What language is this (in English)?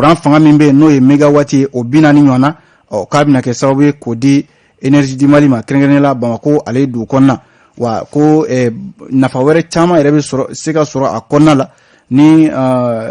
Bambara